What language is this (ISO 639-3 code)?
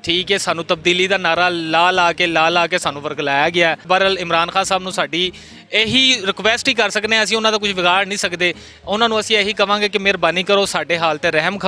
lah